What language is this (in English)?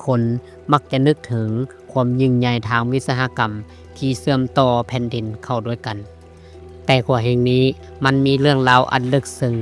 Lao